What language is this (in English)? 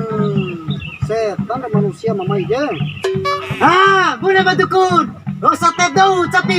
Bima